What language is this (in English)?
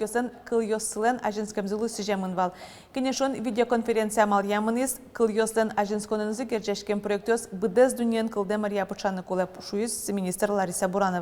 Udmurt